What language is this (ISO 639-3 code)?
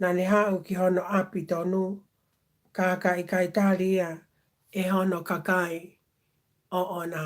ton